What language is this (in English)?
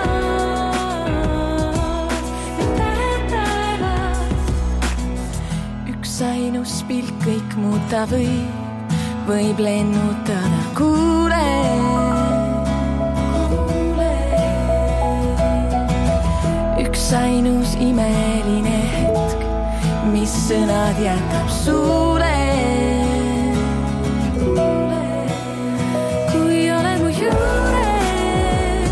Estonian